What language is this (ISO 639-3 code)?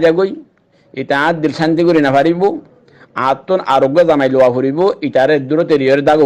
rhg